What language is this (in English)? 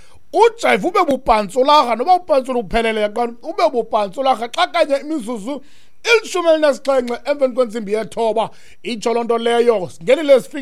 Xhosa